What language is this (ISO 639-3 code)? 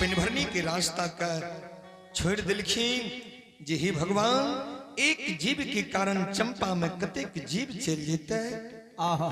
anp